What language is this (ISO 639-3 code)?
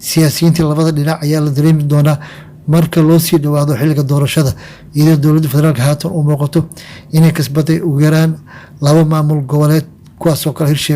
som